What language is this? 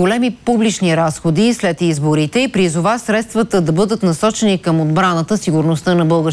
Bulgarian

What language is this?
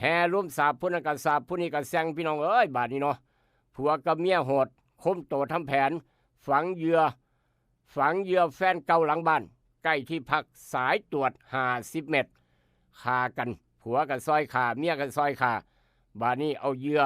Northeastern Thai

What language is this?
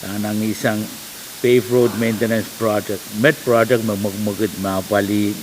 Pohnpeian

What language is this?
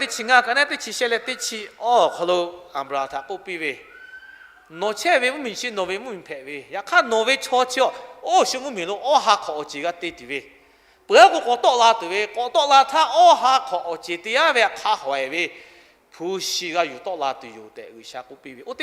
Lahu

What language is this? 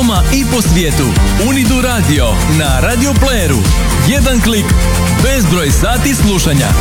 Croatian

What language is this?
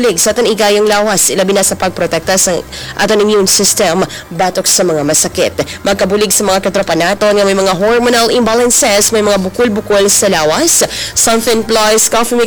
Hiligaynon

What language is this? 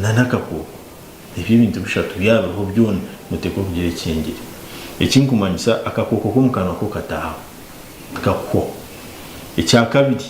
Nyankole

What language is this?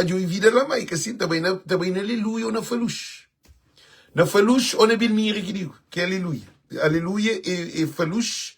Kabuverdianu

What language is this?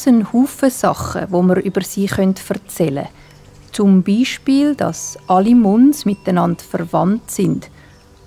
Swiss German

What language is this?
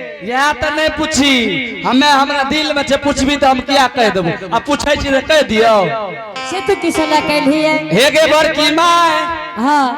Angika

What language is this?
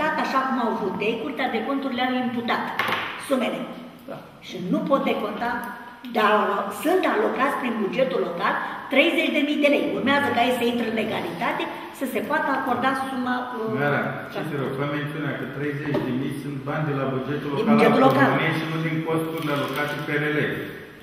Romanian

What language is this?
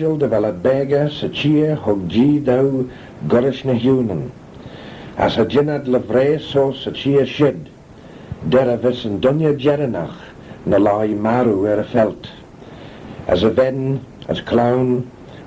Manx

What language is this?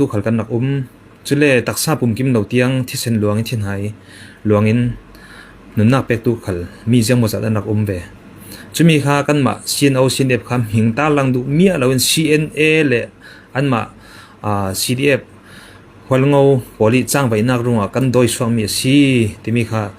Falam Chin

